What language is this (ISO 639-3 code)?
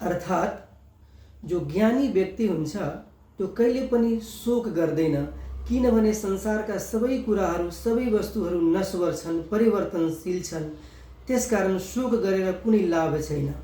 nep